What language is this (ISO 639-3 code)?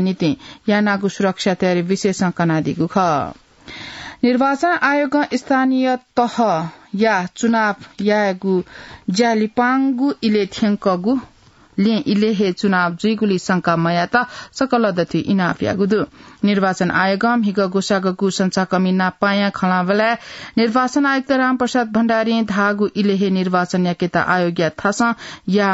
new